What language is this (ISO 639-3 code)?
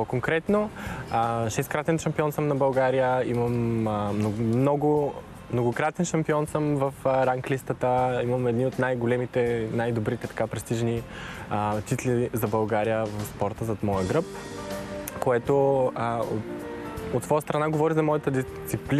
bul